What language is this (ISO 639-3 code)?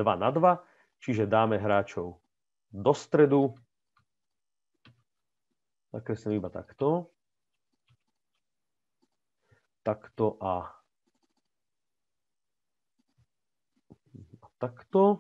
slk